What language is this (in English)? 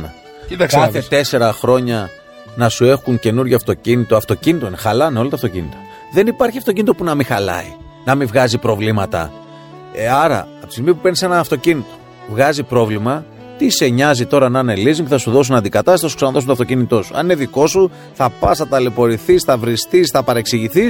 Greek